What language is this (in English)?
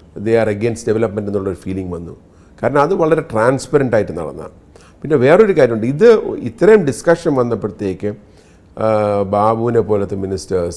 Malayalam